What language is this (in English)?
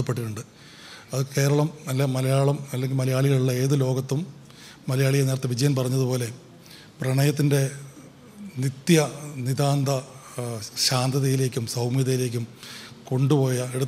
Malayalam